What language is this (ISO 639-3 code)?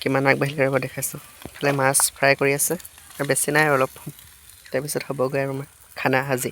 asm